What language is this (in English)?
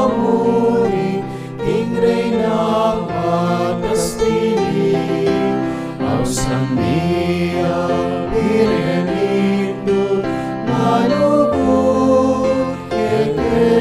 Pampanga